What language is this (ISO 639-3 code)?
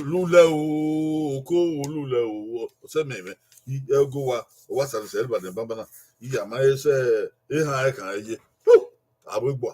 bin